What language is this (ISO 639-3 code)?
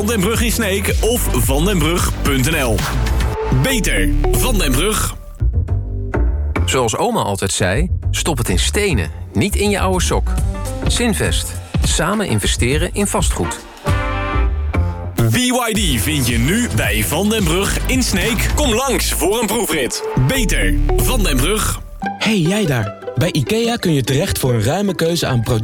nld